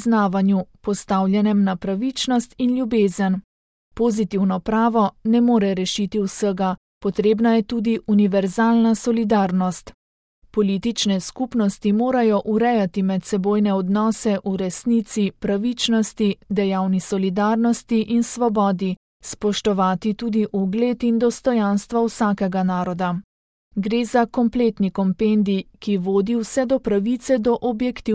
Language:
Slovenian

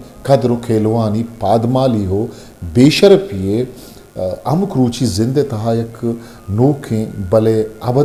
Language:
Eastern Balochi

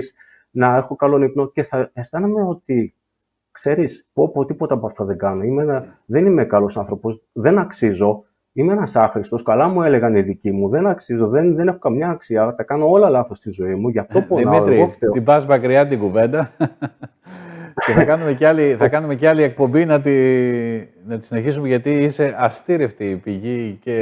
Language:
Greek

